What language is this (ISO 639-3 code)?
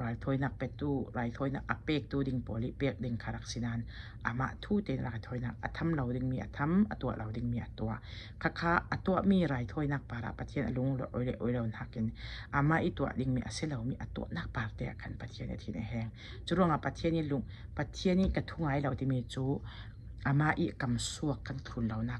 cfm